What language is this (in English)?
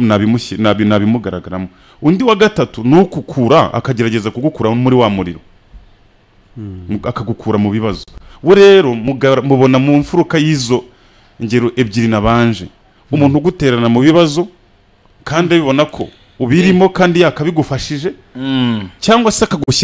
Kinyarwanda